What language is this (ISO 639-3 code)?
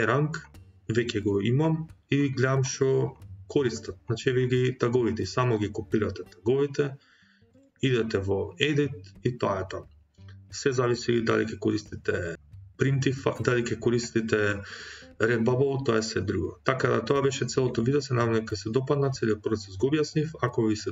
mkd